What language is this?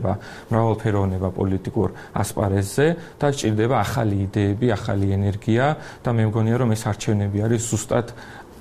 Georgian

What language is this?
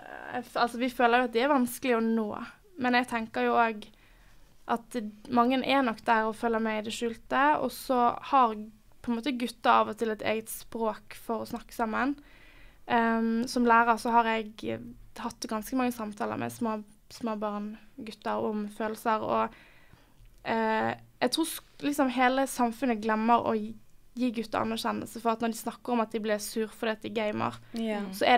Norwegian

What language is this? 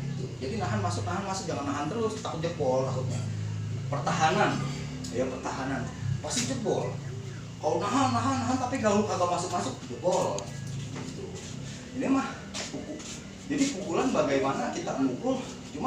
Betawi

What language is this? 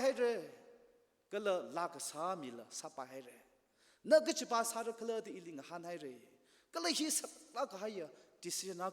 Tangkhul Naga (India)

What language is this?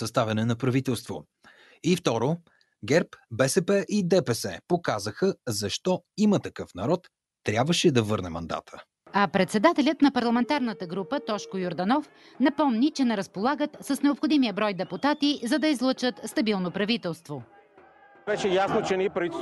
Bulgarian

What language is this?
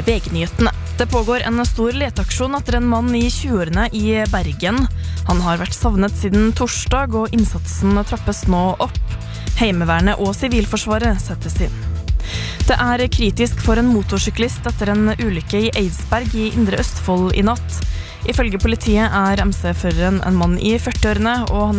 Norwegian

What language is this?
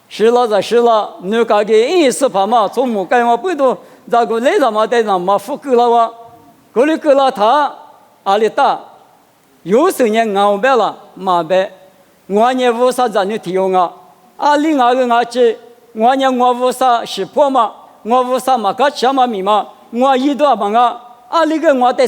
Lisu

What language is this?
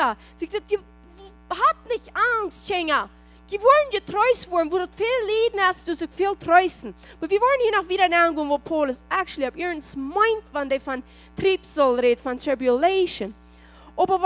Plautdietsch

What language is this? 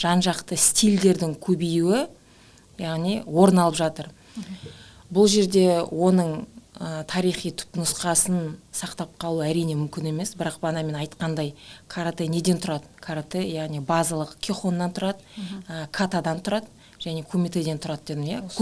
Kazakh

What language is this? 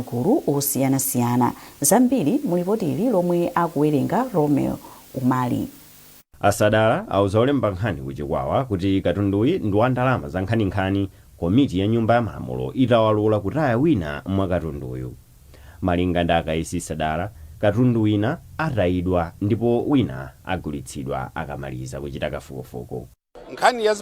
Nyanja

